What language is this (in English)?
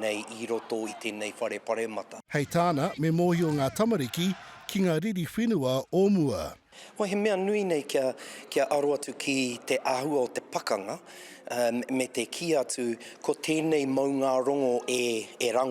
Māori